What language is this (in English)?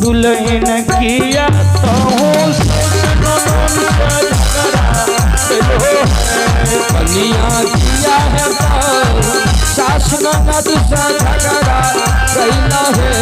Maithili